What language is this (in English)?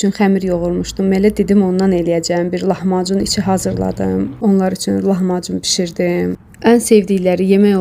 Azerbaijani